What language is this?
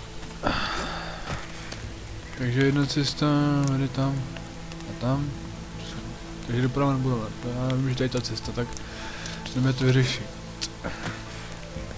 Czech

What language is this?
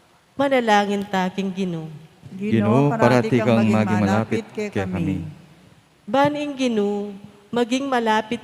Pampanga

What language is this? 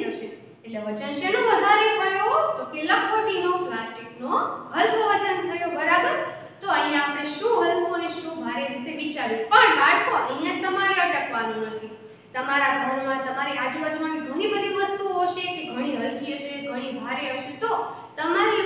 Gujarati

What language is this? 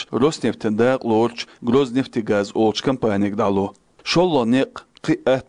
Chechen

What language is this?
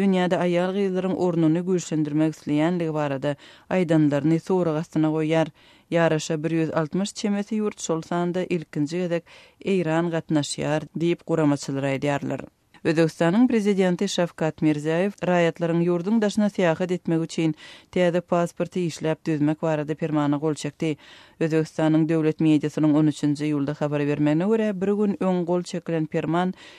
Turkmen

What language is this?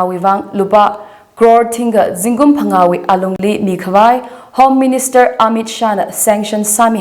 Tangkhul Naga (India)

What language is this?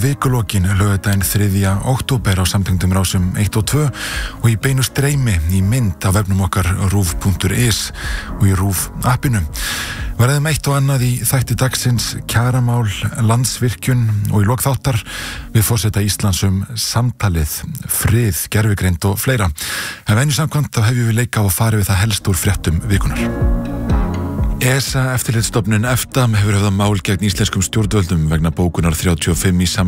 Icelandic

